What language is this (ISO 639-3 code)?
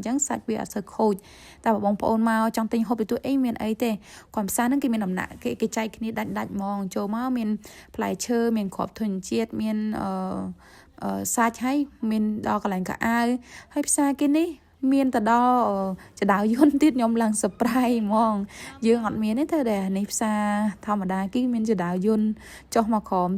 khm